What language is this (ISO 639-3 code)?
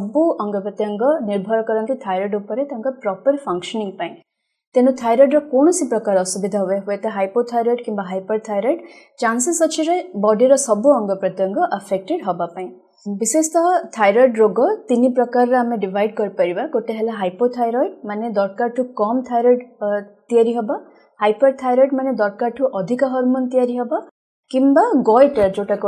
ori